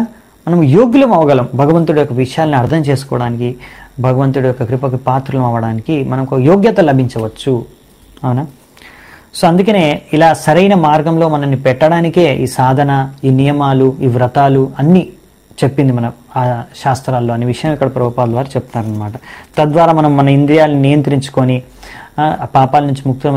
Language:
Telugu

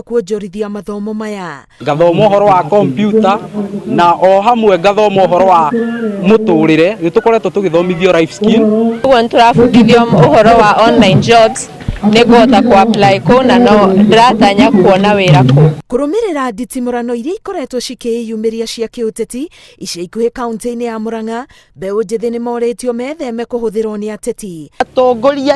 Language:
Kikuyu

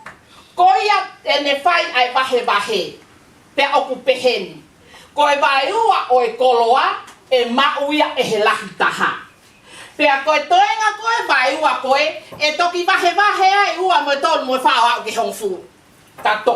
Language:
Tongan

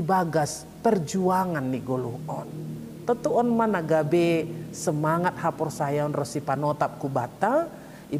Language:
Batak Simalungun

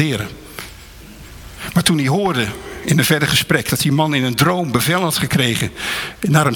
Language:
Dutch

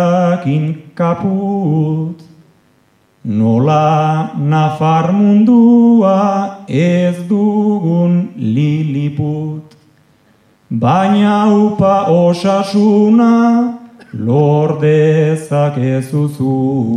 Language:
Basque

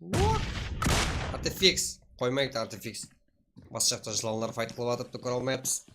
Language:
Kara-Kalpak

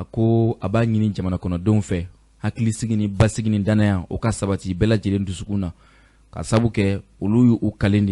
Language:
Bambara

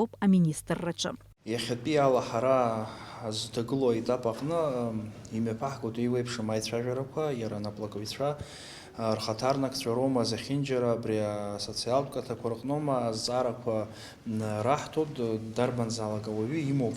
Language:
Abkhazian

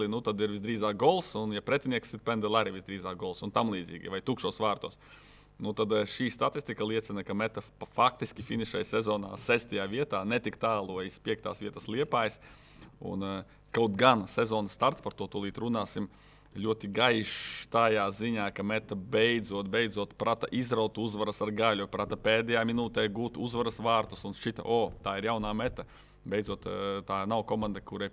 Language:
Latvian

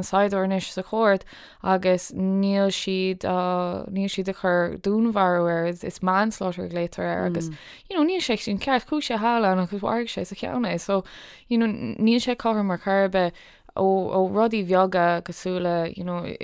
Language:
Irish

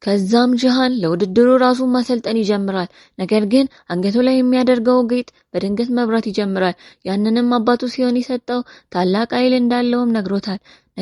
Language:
Amharic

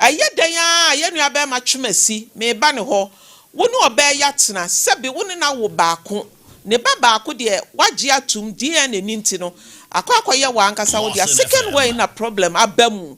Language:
Akan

